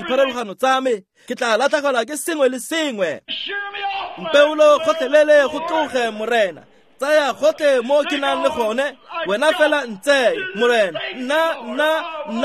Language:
Tswana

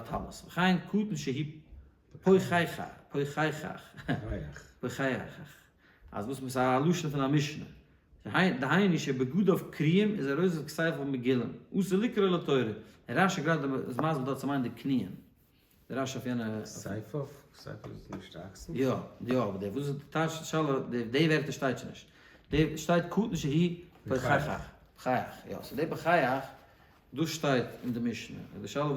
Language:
Yiddish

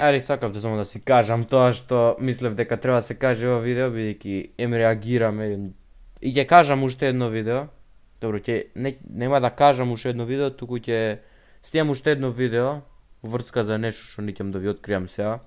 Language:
Macedonian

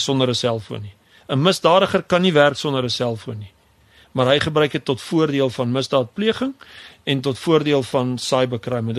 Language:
Afrikaans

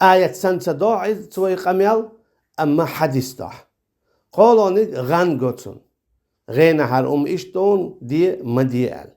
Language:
Chechen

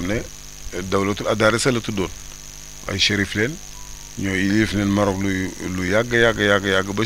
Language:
Wolof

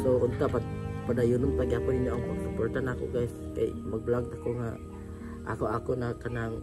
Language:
Cebuano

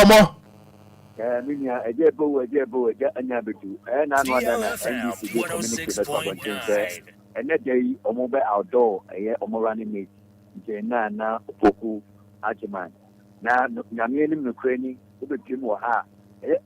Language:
Akan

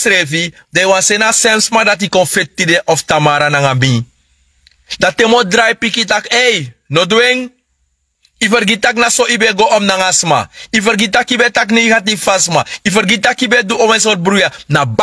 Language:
Sranan Tongo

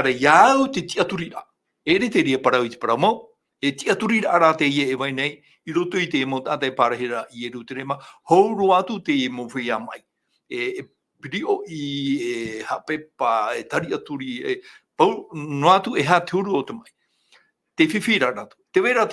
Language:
Tahitian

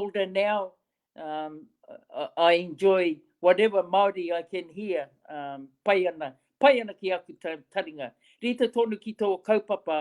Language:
Māori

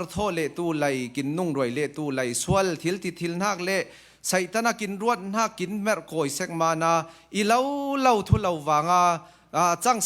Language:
Falam Chin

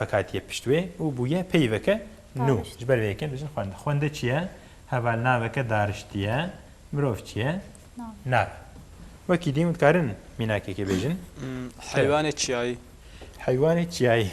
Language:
Kurdish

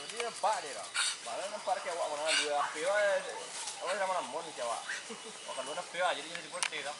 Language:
Minangkabau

